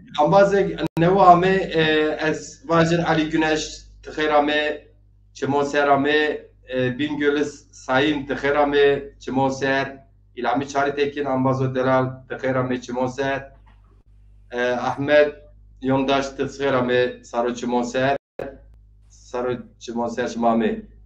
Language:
Zaza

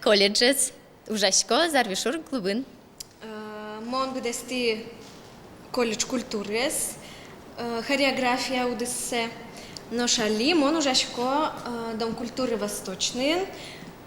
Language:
Udmurt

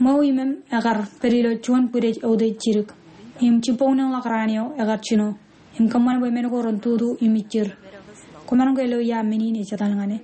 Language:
Marshallese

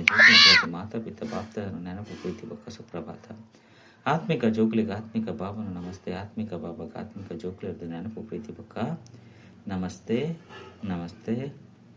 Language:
Tulu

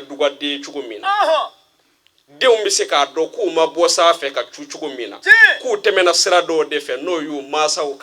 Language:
Bambara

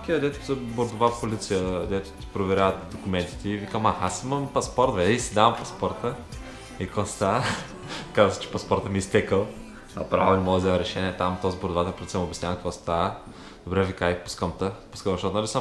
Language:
Bulgarian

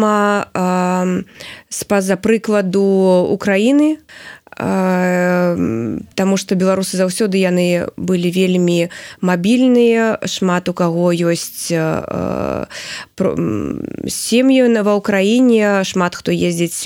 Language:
Belarusian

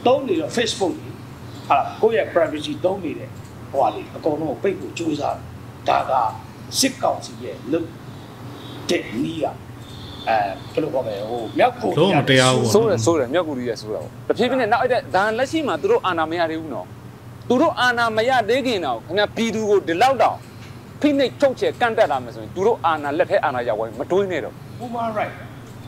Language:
Burmese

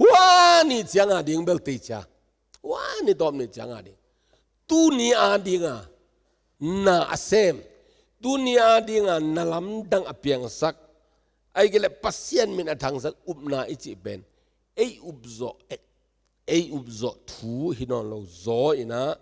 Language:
Tedim Chin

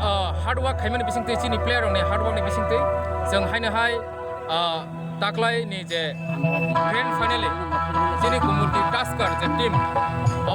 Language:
Kok Borok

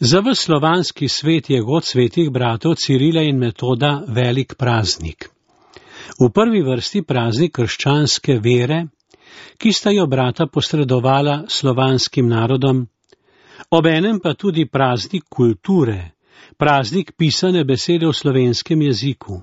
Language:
Slovenian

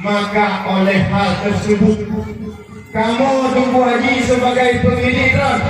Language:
Achinese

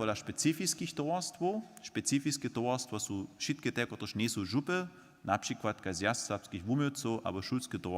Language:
Upper Sorbian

